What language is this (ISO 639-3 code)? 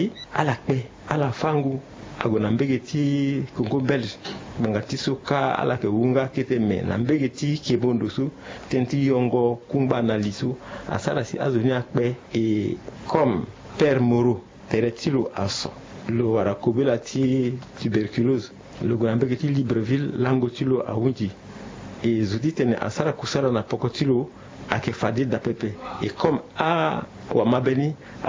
sag